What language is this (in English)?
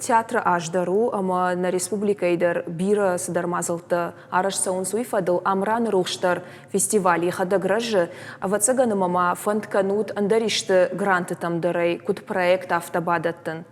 Ossetic